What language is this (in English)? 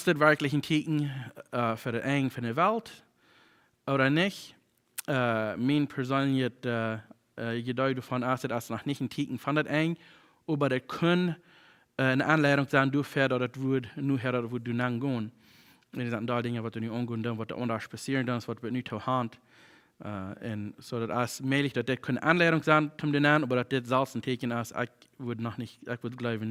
Plautdietsch